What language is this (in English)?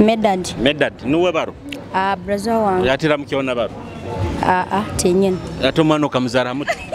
Nyoro